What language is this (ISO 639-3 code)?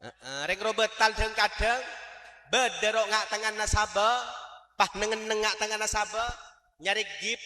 mad